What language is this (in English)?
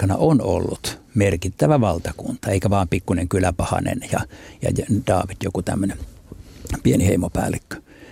Finnish